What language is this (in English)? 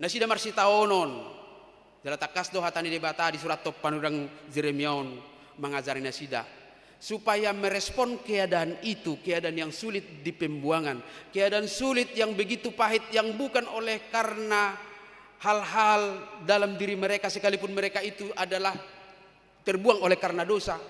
Batak Toba